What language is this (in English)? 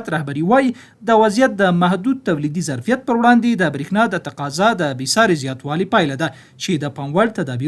Pashto